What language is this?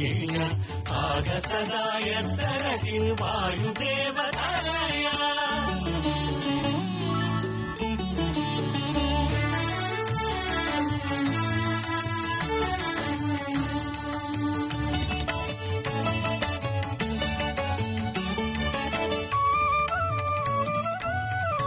Kannada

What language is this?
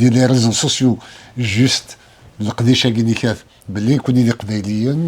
Kabyle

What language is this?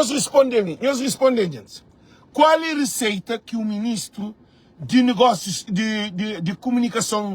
Kabuverdianu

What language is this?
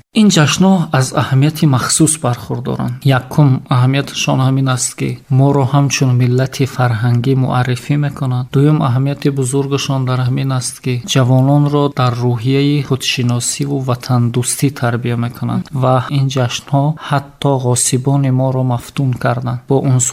Tajik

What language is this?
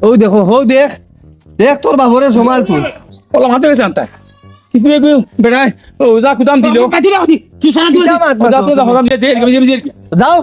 Sylheti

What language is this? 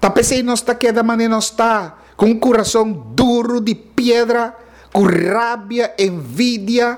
Papiamento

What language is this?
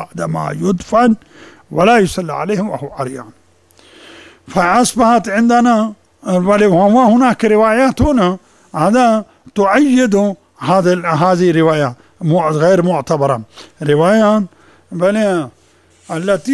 Arabic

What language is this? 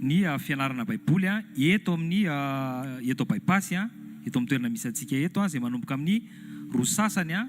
Malagasy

